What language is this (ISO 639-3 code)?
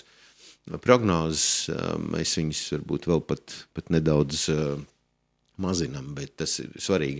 lav